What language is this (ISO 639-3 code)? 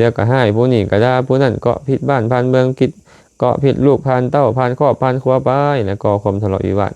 lao